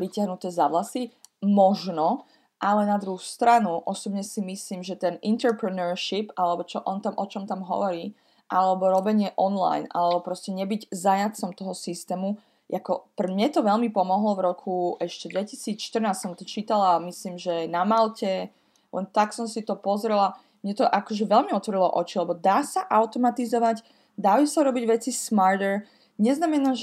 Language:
Slovak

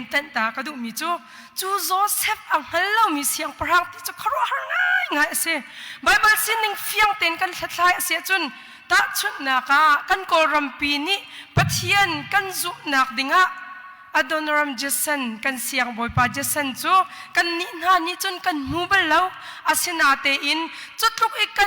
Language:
Hakha Chin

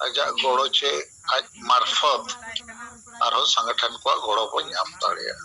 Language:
Santali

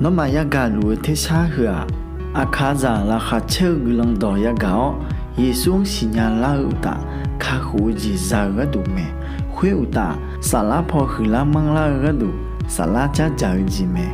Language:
Akha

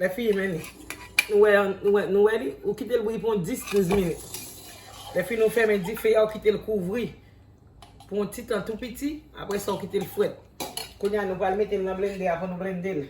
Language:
Haitian Creole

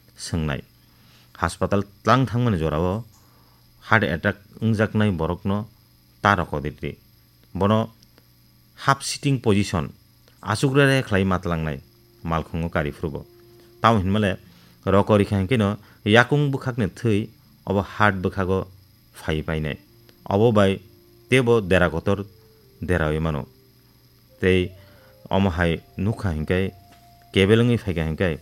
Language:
Kok Borok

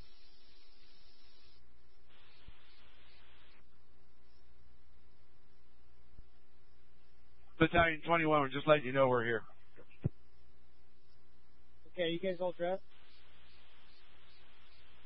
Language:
English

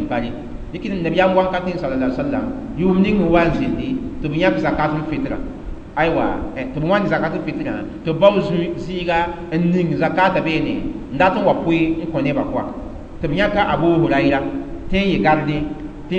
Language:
Mossi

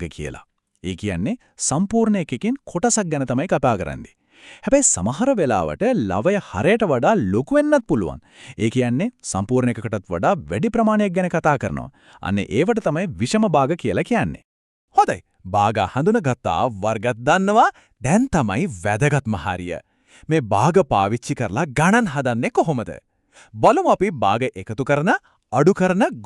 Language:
Sinhala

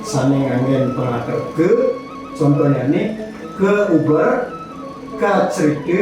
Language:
Balinese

